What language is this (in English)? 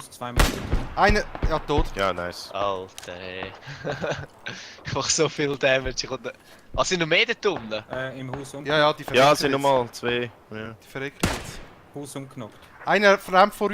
Swiss German